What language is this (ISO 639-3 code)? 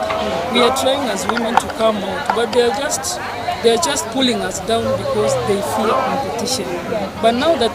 guz